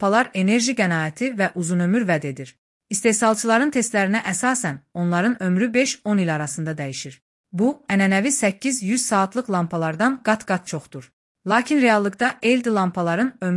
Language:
Azerbaijani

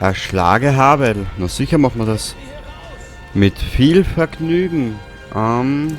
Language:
Bavarian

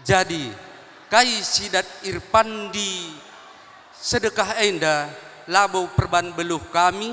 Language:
Batak Karo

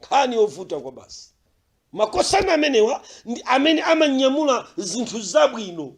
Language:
Nyanja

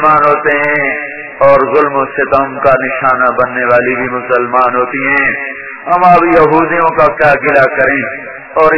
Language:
Urdu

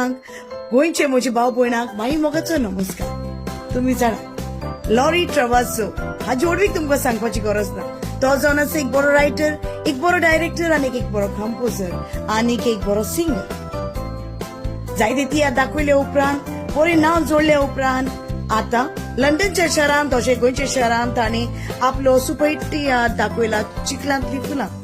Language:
Konkani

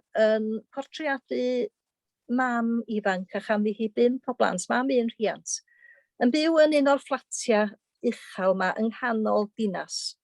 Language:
Welsh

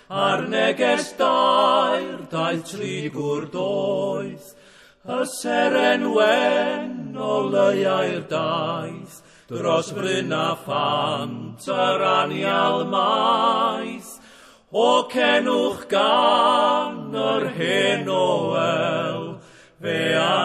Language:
Welsh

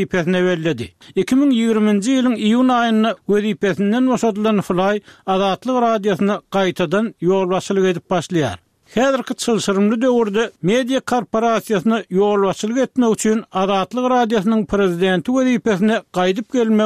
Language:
Turkmen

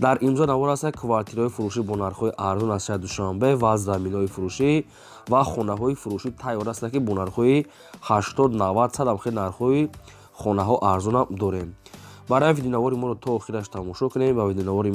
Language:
Tajik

